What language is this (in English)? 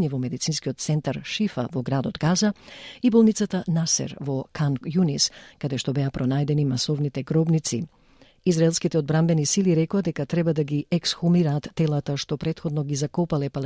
Macedonian